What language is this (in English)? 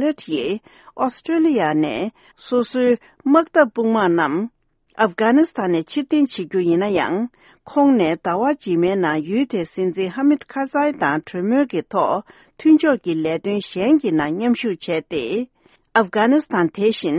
Tibetan